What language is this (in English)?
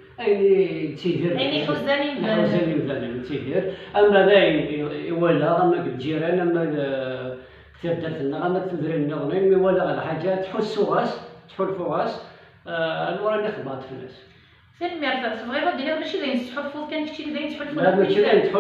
Kabyle